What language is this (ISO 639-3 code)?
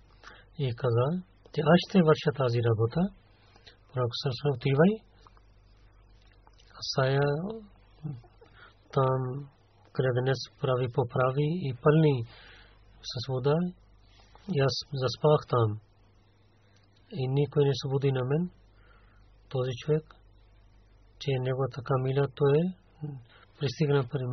bul